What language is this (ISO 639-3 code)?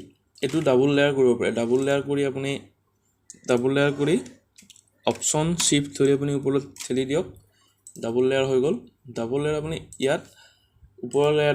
asm